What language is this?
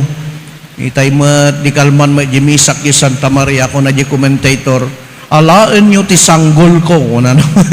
Iloko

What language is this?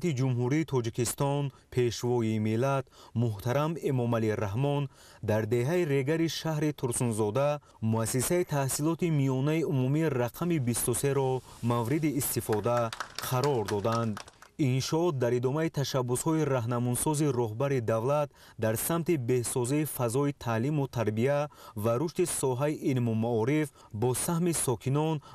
Tajik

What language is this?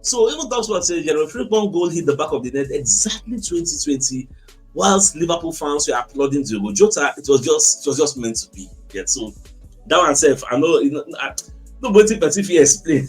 Nigerian Pidgin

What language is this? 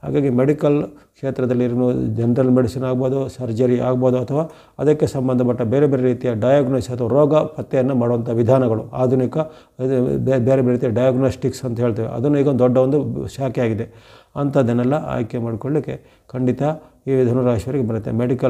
Kannada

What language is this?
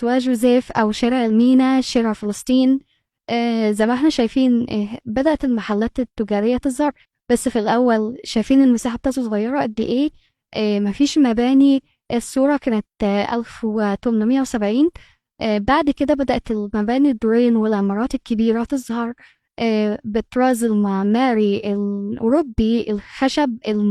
Egyptian Arabic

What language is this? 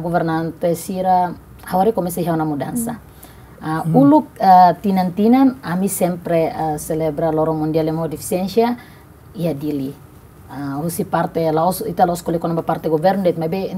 Tetum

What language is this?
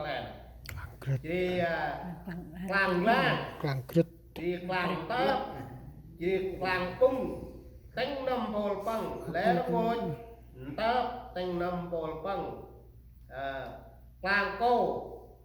Central Mnong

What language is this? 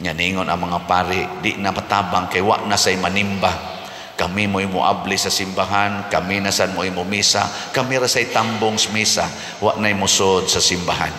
Cebuano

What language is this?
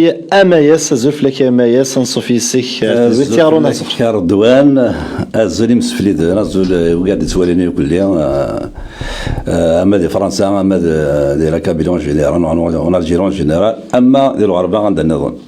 Kabyle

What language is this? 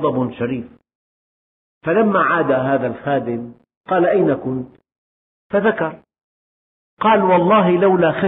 Arabic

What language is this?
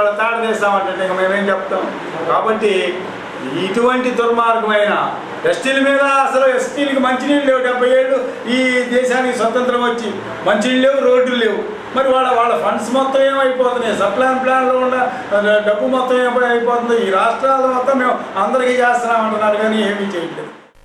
Telugu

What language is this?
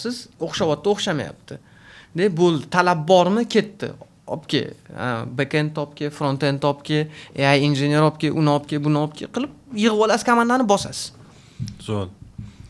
Uzbek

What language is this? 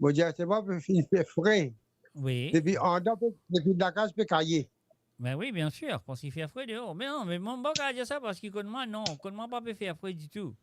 Morisyen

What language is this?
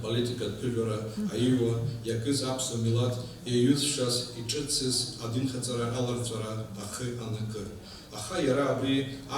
Abkhazian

